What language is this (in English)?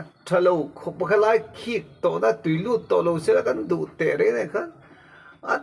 Mizo